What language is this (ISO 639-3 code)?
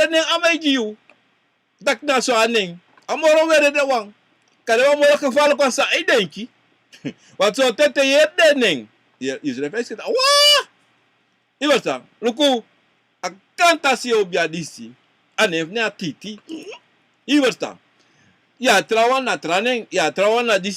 srn